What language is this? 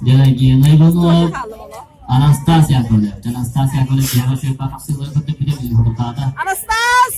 Yakut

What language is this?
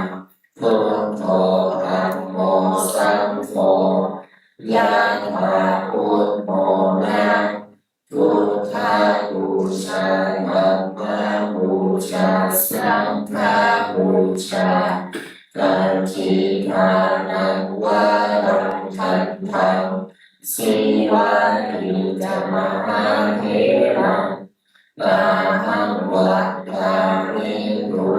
Pali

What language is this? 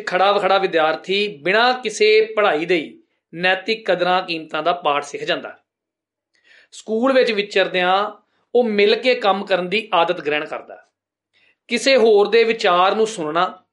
Punjabi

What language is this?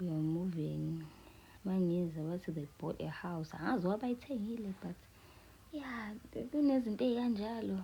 Zulu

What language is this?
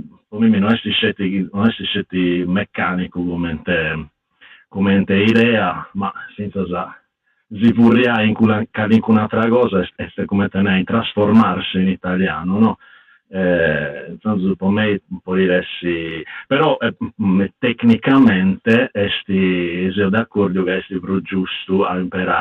Sardinian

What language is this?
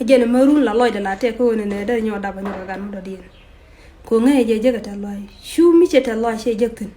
Nuer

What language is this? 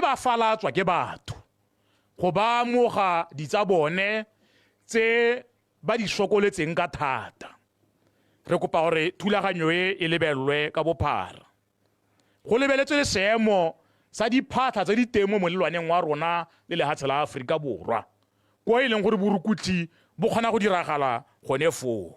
Tswana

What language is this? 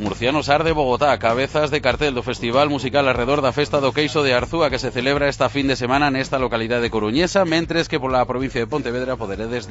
Galician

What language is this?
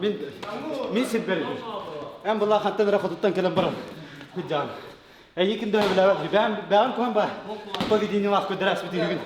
Yakut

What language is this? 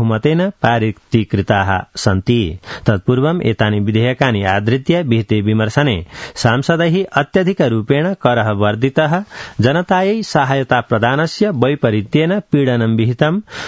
Sanskrit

